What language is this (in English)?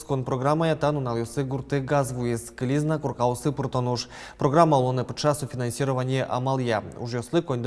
Udmurt